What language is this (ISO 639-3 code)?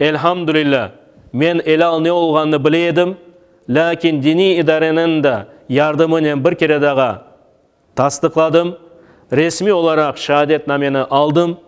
crh